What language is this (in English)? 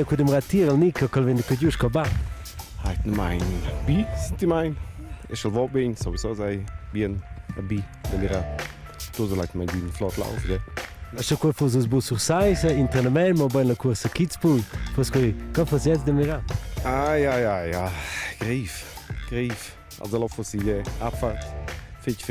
Romansh